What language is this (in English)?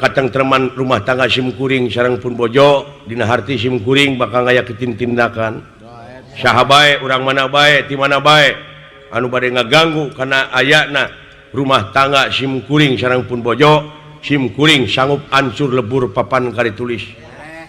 Sundanese